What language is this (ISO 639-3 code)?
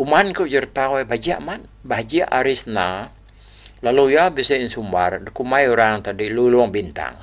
iba